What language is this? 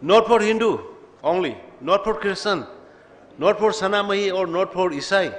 Tangkhul Naga (India)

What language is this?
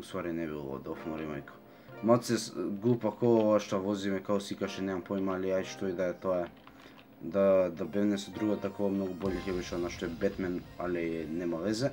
Macedonian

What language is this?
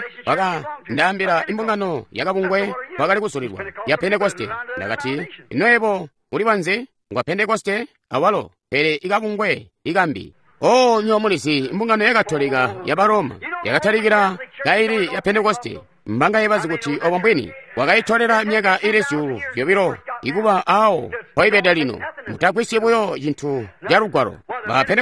Tonga (Zambia)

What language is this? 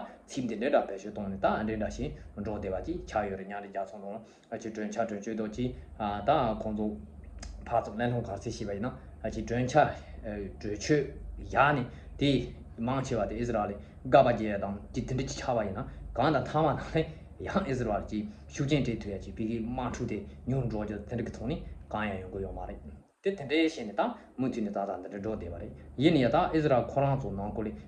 Tibetan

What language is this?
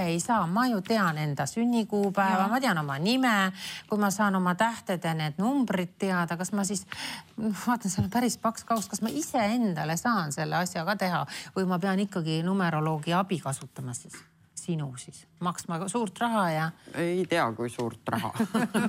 Estonian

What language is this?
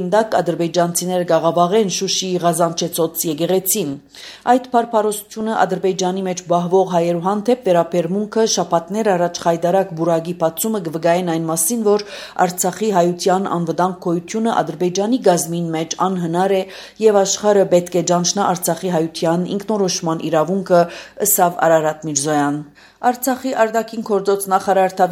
Armenian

